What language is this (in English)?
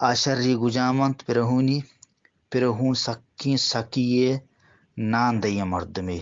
Eastern Balochi